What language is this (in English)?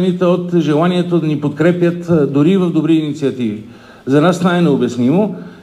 Bulgarian